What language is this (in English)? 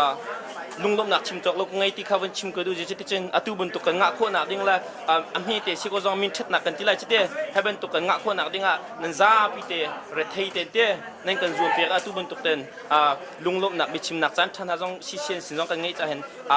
Hakha Chin